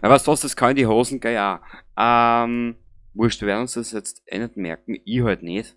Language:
Bavarian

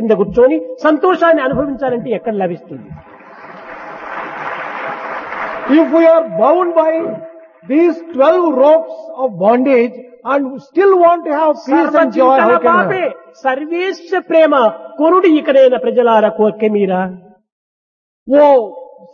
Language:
Telugu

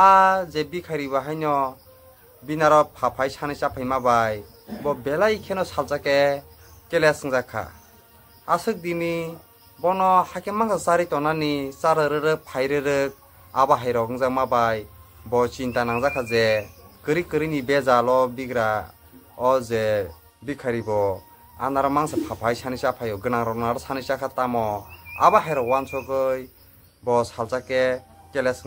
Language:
Kok Borok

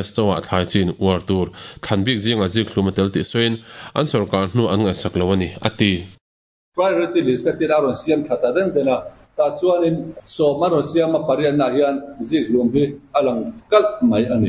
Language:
Mizo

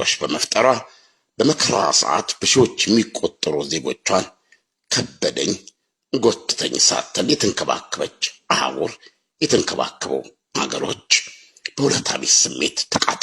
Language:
Amharic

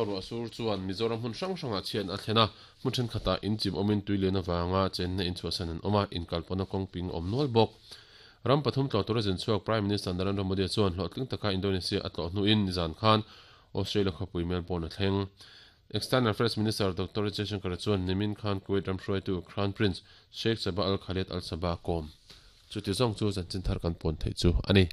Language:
Mizo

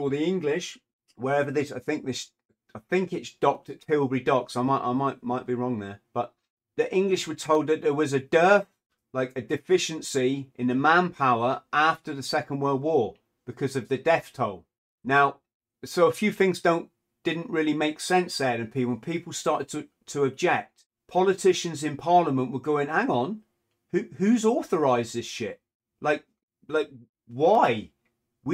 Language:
English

